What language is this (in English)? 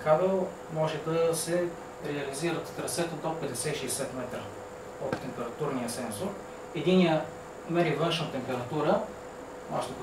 Bulgarian